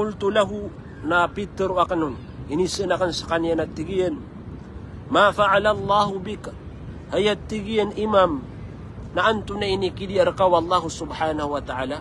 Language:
Maranao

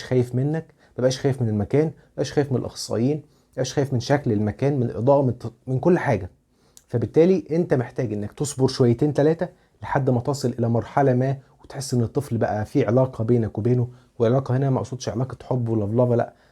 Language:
Egyptian Arabic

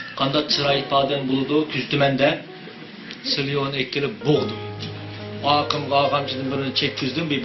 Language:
Uyghur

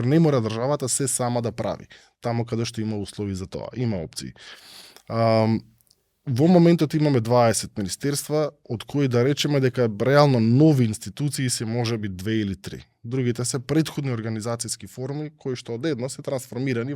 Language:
Macedonian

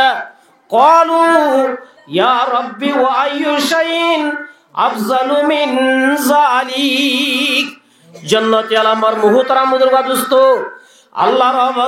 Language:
Rohingya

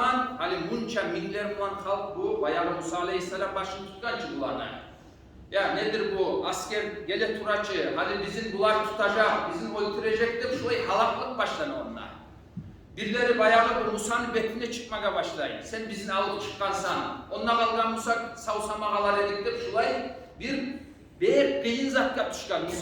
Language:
Kumyk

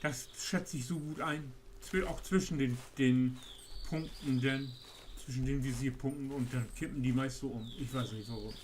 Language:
Low German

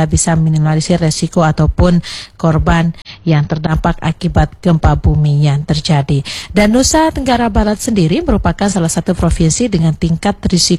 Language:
Indonesian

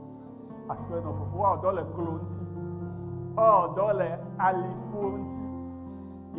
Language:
Ewe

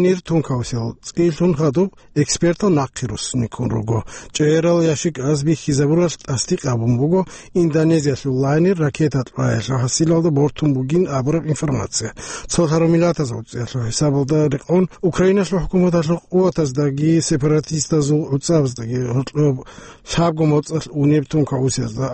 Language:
Avaric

